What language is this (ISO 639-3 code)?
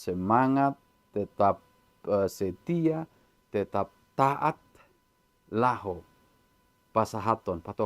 bbc